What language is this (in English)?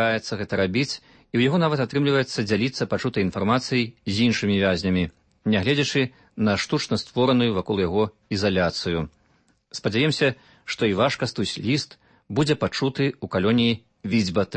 Belarusian